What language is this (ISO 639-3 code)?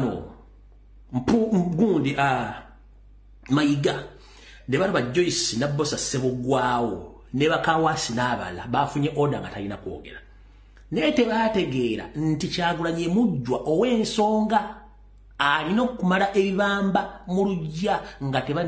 lug